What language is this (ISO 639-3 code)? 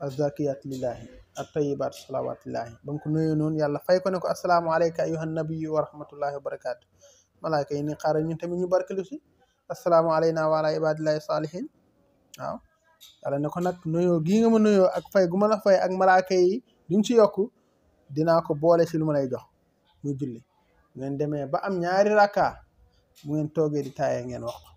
wol